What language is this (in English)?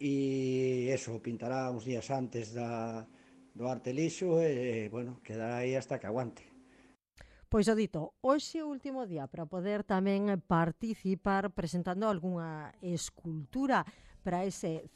Galician